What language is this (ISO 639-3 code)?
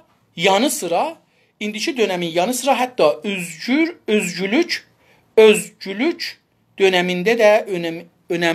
azb